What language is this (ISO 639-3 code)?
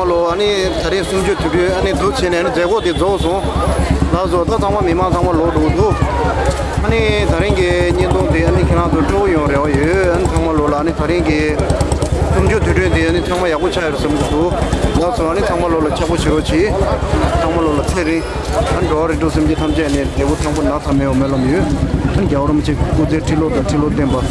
bod